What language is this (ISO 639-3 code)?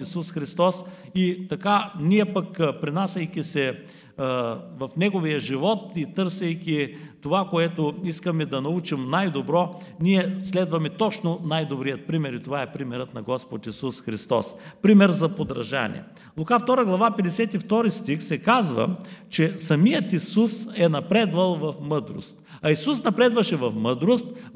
bul